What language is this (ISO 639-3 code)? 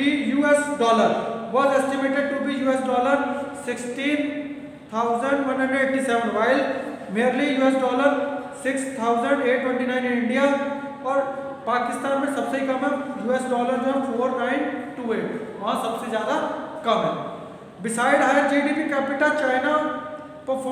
hin